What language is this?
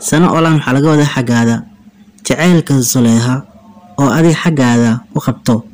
Somali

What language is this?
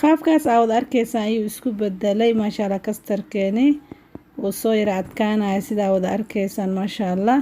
Somali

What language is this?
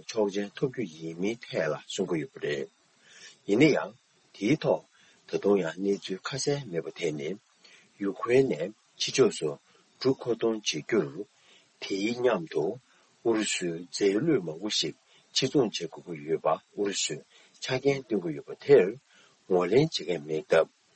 Tibetan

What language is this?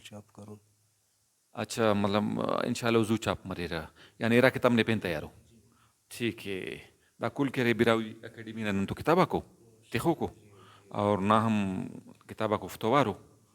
Brahui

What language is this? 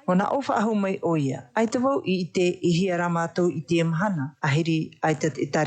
Tahitian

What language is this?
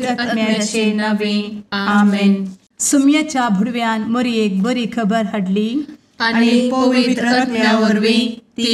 Konkani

